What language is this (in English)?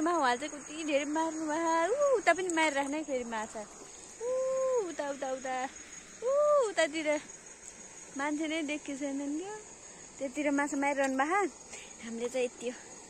Nepali